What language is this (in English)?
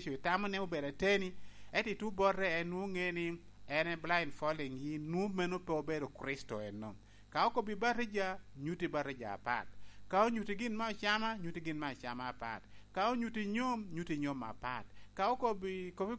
Lango (Uganda)